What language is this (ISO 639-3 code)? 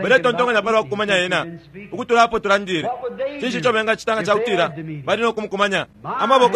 bem